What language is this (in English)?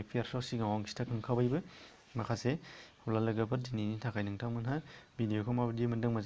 Bodo